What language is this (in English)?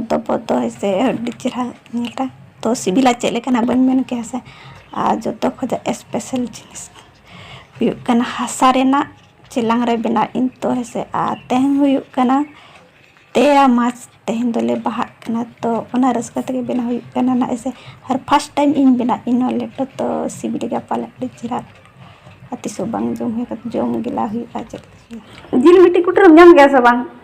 Santali